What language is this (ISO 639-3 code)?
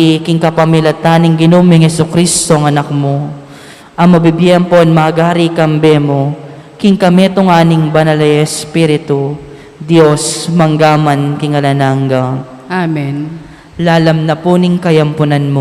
pam